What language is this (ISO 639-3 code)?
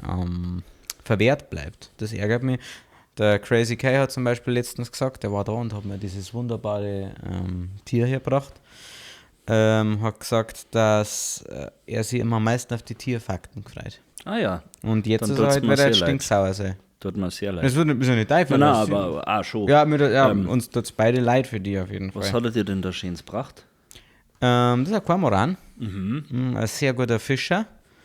bar